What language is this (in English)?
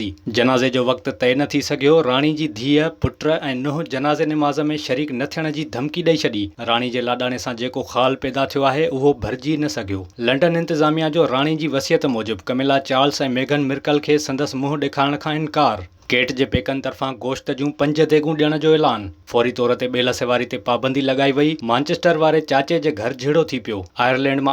Sindhi